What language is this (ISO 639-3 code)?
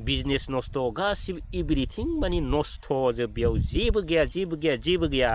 brx